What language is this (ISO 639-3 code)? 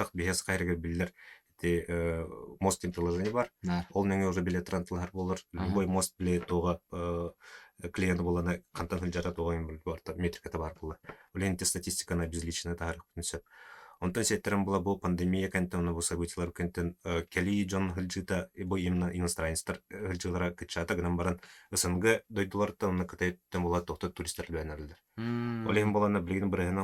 sah